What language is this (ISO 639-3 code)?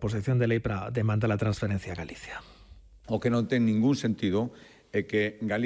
glg